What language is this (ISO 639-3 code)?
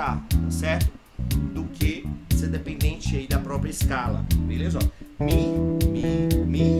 por